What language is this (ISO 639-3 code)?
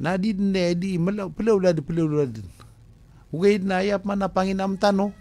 mrw